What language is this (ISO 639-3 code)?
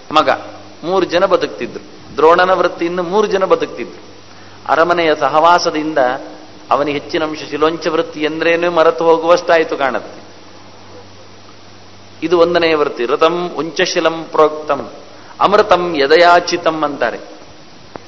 kan